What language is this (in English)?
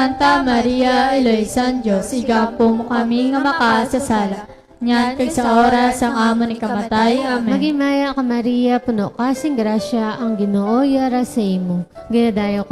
Hiligaynon